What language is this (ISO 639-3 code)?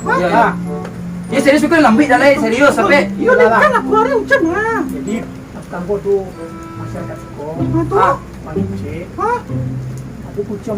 min